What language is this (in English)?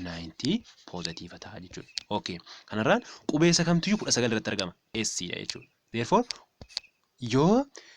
Oromo